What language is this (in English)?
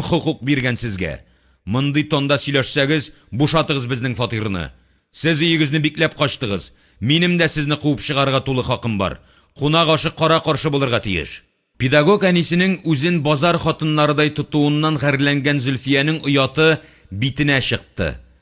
Tatar